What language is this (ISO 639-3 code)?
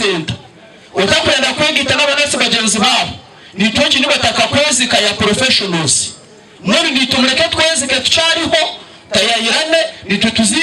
nyn